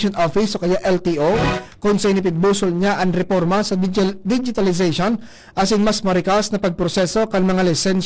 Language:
Bikol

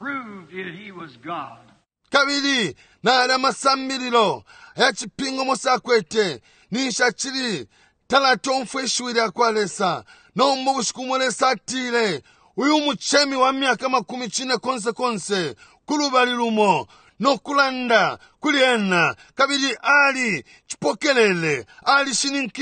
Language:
Bemba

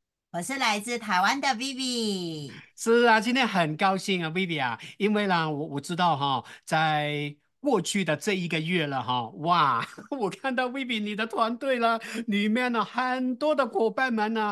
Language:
Chinese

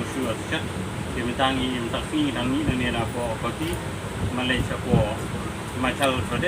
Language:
Khasi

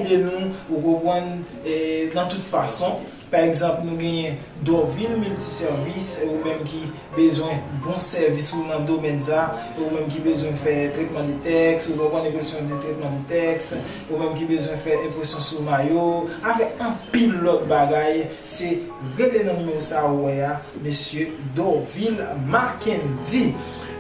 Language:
Haitian Creole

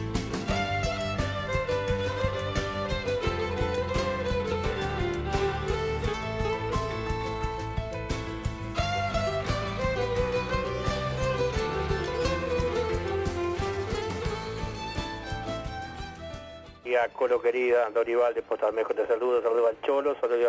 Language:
Spanish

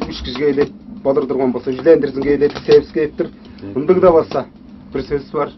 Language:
Tuvinian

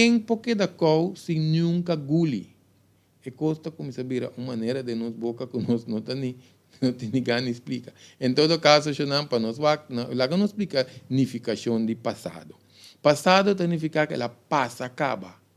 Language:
Papiamento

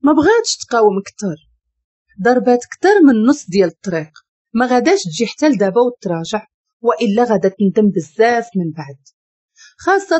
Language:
Moroccan Arabic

